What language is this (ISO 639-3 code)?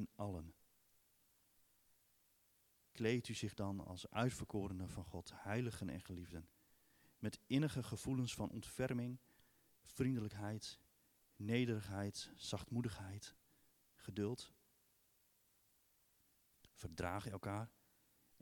nld